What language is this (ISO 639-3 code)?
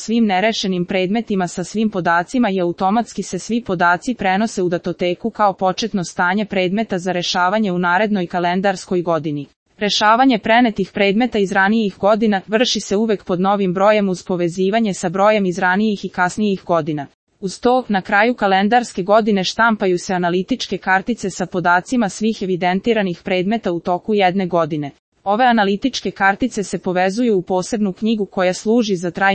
srp